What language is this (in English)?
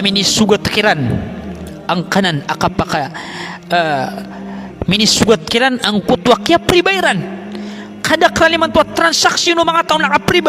Maranao